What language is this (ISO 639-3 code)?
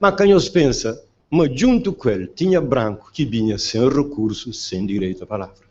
kea